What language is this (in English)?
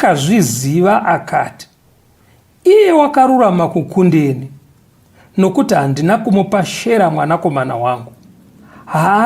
Shona